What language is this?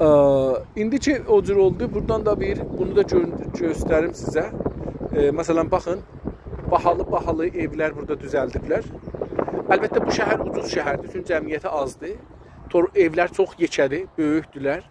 South Azerbaijani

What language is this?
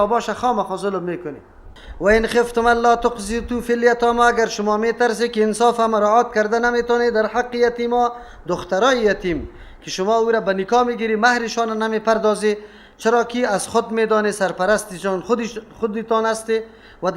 Persian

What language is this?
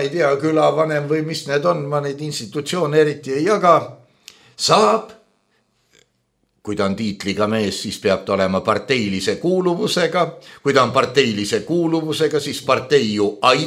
Estonian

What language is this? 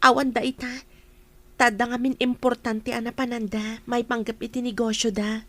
Iloko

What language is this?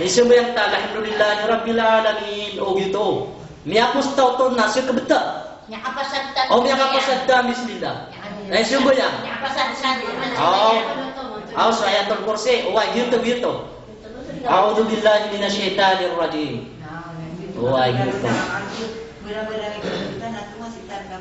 Maranao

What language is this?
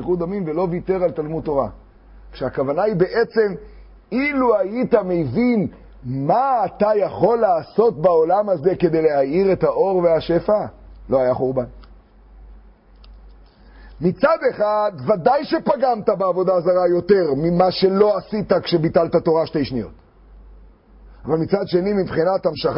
Hebrew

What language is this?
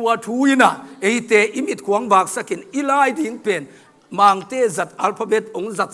Tedim Chin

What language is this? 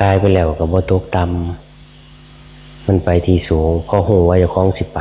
Northeastern Thai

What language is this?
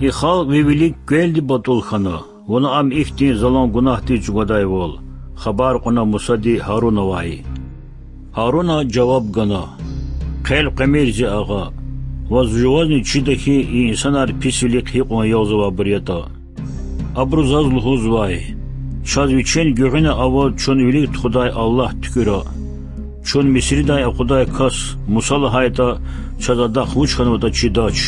Lezghian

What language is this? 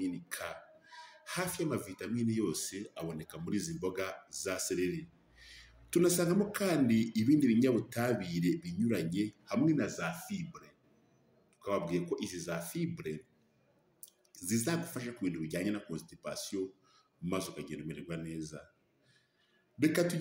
Kinyarwanda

